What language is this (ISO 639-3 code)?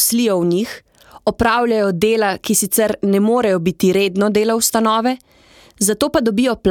slv